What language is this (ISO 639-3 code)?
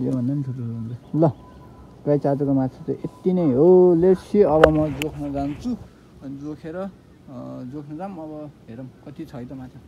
nep